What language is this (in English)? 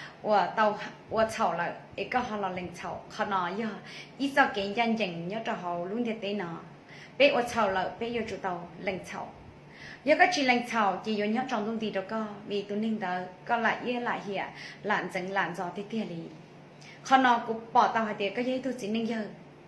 Hmong